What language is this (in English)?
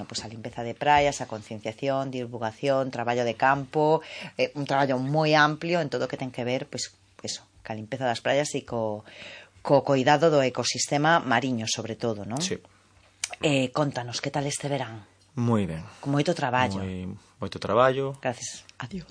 Galician